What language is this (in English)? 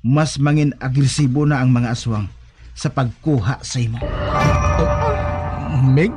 Hiligaynon